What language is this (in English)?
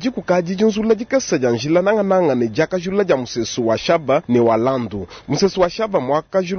Luba-Lulua